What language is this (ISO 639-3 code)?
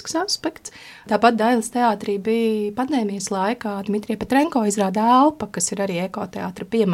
lav